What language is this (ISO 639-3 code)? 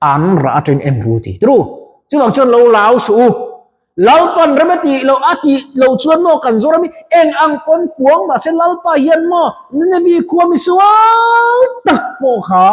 lus